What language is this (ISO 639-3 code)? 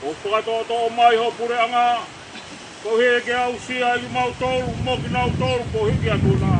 ton